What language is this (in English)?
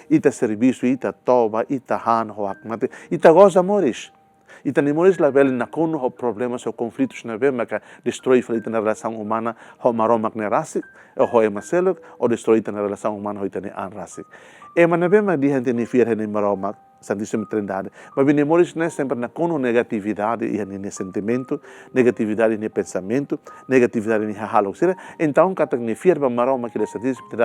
Tetum